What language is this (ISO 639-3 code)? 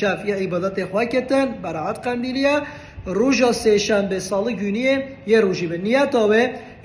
kur